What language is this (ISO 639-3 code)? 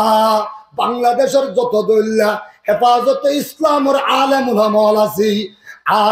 rhg